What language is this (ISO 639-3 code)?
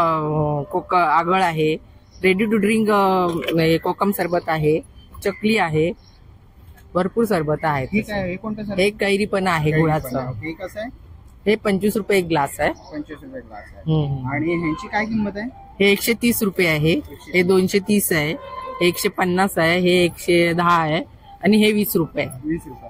mar